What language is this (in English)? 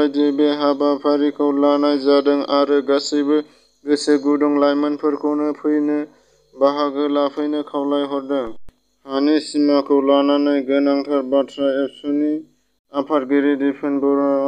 Bodo